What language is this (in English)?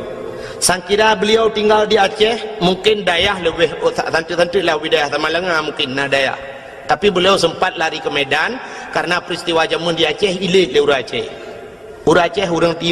Achinese